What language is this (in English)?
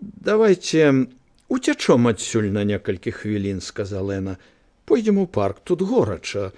Belarusian